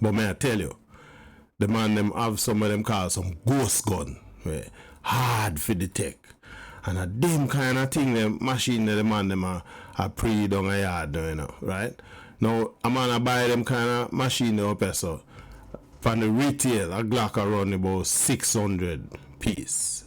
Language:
Jamaican Creole English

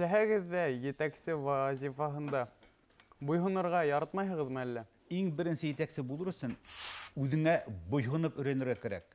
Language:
Bashkir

